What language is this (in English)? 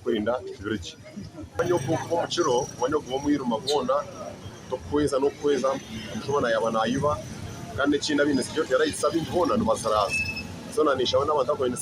Nyankole